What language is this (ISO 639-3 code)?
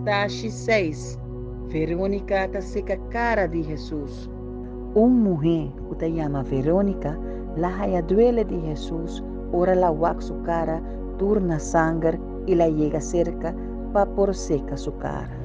pap